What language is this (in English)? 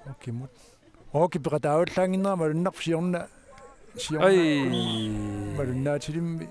Kalaallisut